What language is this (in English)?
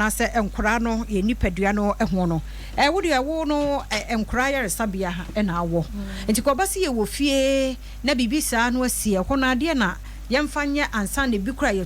Akan